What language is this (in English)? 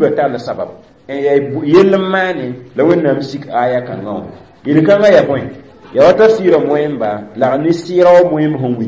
Mossi